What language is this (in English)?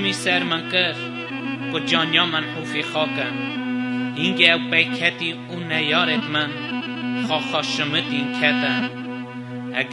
Kurdish